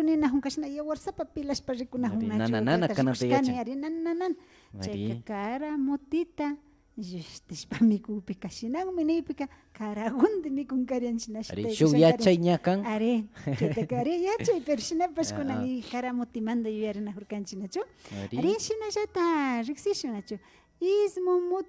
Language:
Imbabura Highland Quichua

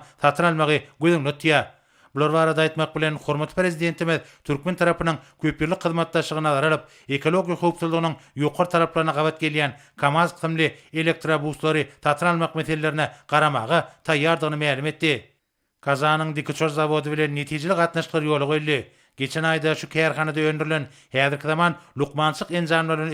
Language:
Turkmen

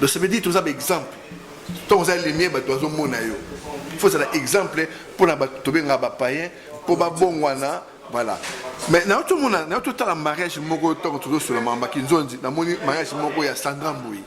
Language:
Lingala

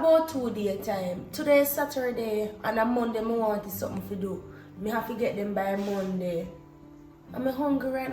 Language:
Jamaican Creole English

